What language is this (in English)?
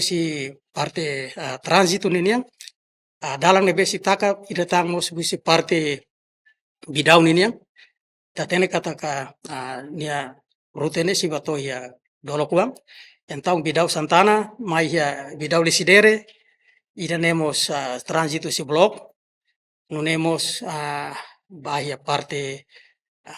Tetum